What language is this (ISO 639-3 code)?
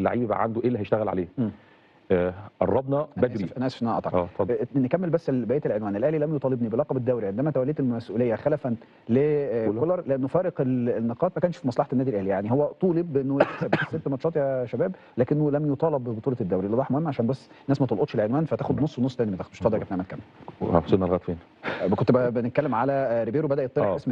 arz